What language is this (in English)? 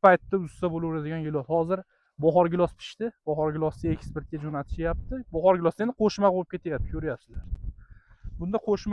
Uzbek